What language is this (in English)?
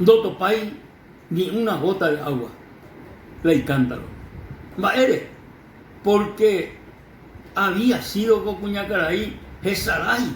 Guarani